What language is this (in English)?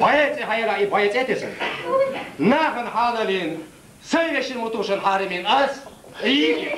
Chechen